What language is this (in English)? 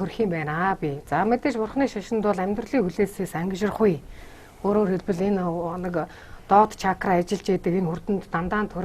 Mongolian